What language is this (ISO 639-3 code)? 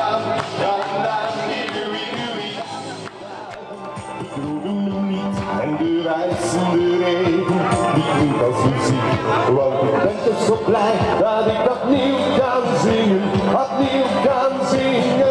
nld